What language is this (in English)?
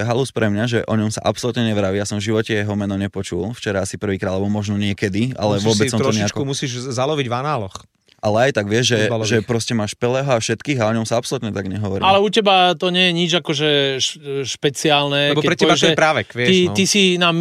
Slovak